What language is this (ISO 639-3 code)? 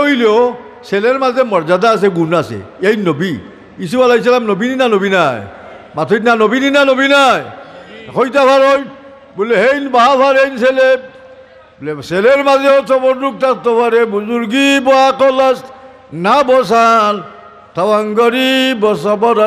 syl